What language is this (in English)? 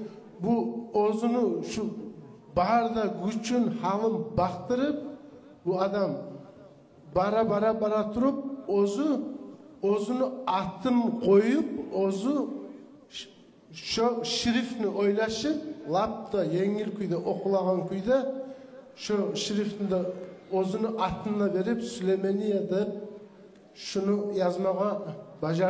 Kumyk